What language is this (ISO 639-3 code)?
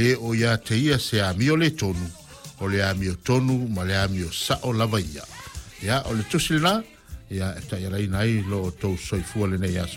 smo